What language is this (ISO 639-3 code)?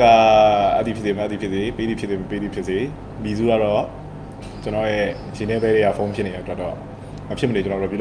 mya